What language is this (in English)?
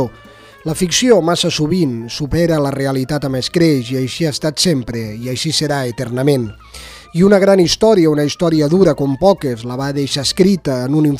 Catalan